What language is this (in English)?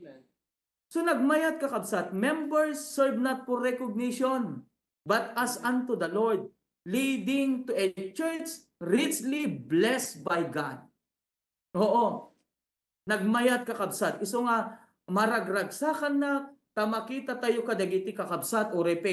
Iloko